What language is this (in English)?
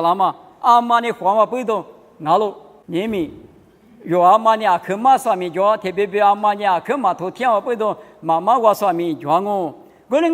Lisu